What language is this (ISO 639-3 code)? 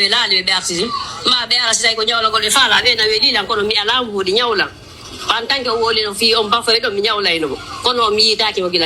fuf